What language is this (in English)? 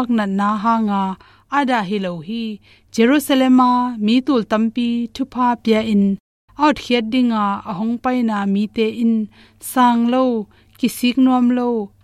Tedim Chin